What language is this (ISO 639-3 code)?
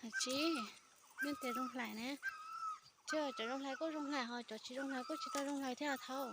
hmn